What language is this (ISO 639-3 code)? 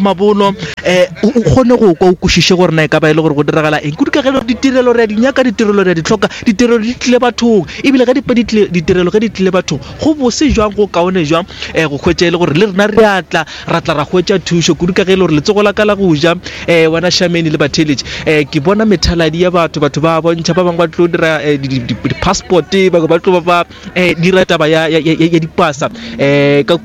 nso